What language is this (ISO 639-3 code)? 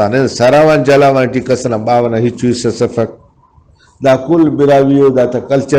brh